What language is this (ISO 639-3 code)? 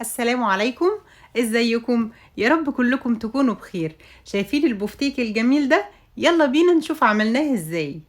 arz